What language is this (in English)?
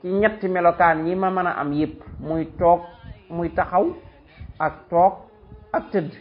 Wolof